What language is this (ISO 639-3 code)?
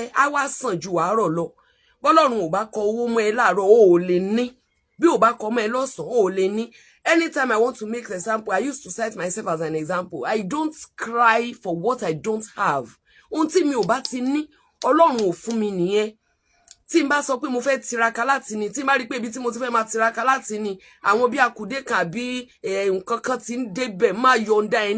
yor